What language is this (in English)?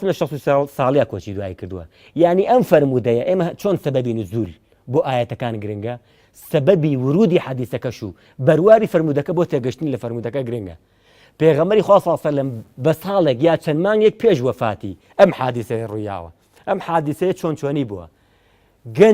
Central Kurdish